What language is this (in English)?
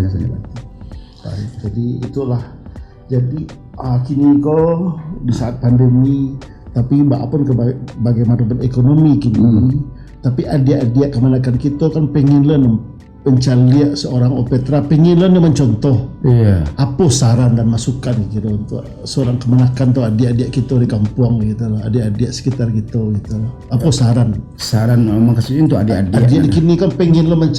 Minangkabau